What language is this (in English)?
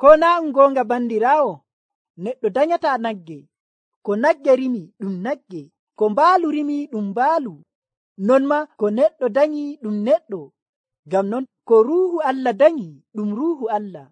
Nigerian Fulfulde